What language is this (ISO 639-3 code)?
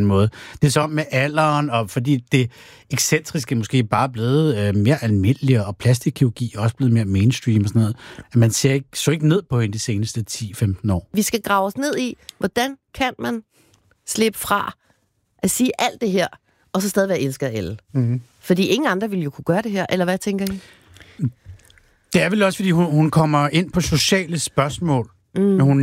dan